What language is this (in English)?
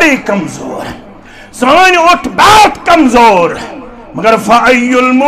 Kashmiri